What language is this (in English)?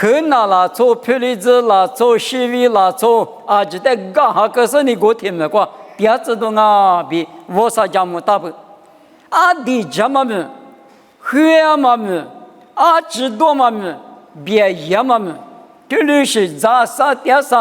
Lisu